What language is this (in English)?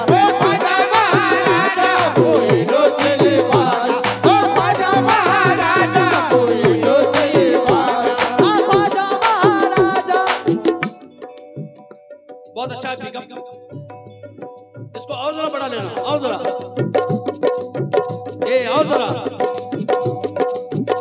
Hindi